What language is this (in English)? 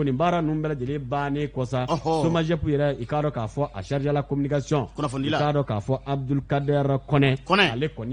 Bambara